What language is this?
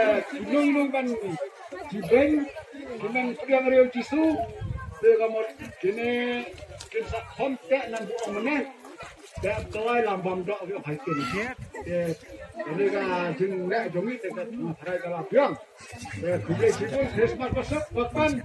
Khasi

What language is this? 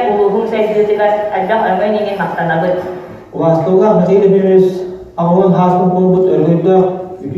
Yakut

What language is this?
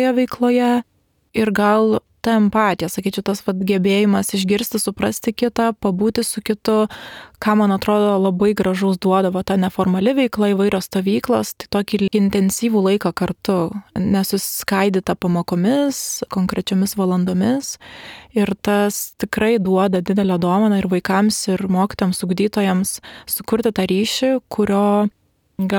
Lithuanian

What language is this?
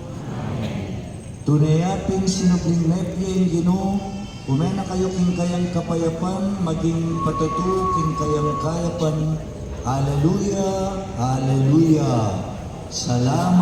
Pampanga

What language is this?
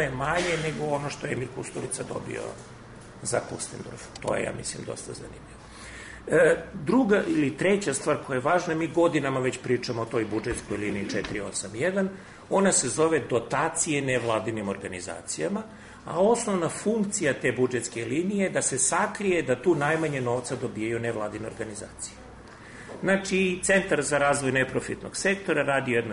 Serbian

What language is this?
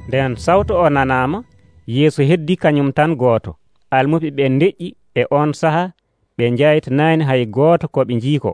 Nigerian Fulfulde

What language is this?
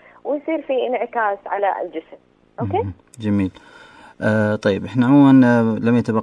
Najdi Arabic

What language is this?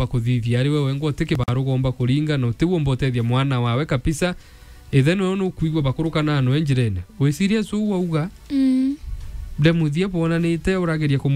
Meru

